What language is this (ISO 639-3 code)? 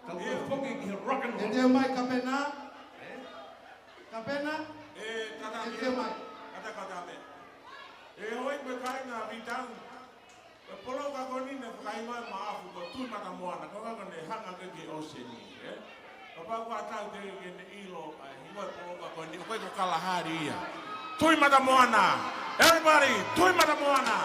ton